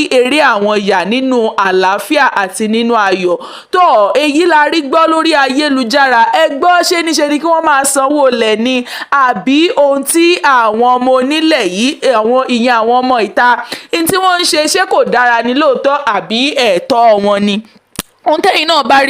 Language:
Yoruba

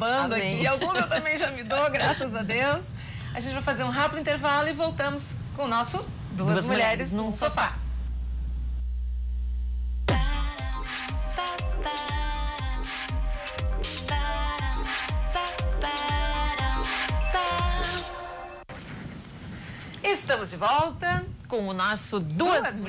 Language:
Portuguese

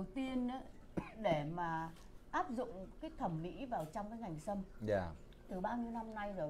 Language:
Vietnamese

